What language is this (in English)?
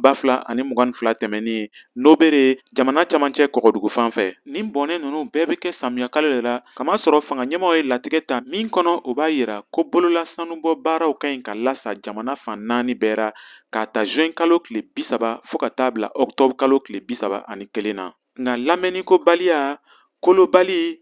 Bambara